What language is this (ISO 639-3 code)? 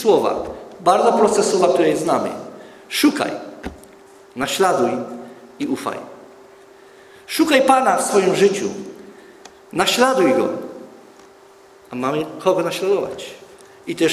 pol